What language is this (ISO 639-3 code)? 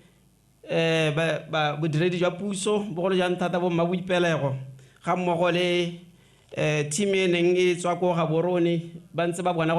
tsn